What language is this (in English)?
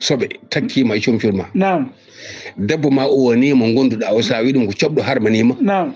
Fula